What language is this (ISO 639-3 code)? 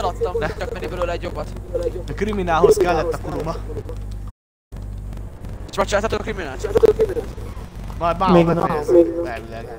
hun